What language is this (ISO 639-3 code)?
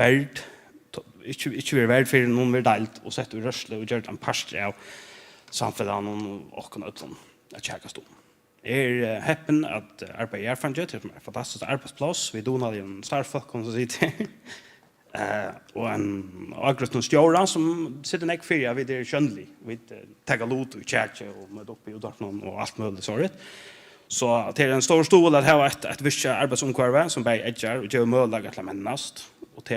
fao